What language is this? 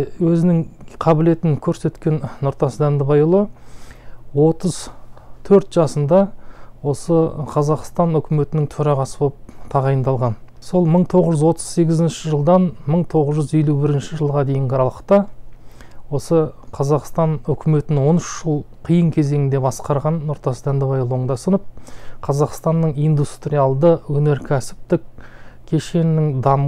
Kazakh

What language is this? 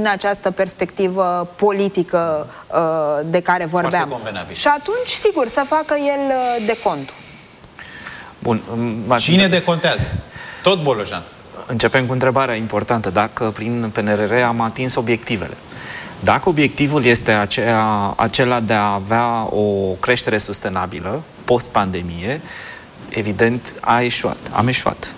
Romanian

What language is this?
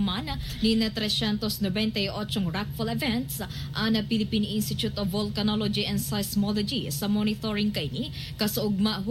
Bikol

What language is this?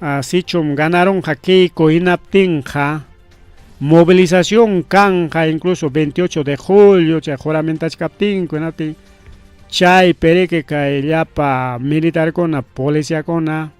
Ayacucho Quechua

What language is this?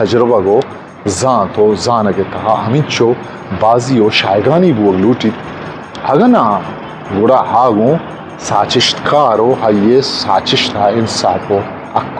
Eastern Balochi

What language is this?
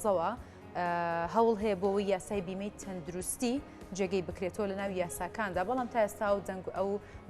Central Kurdish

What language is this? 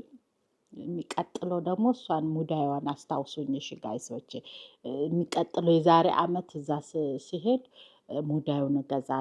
Amharic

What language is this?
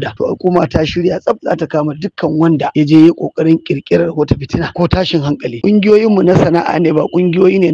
Hausa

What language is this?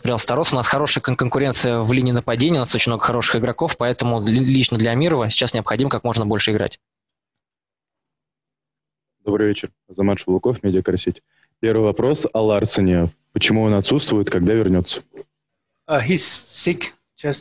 Russian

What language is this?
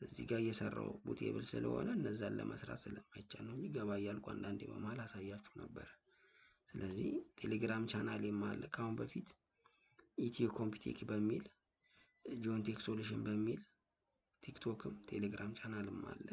Amharic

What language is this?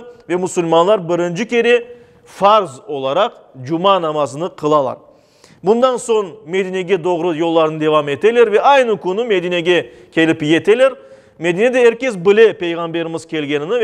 Crimean Tatar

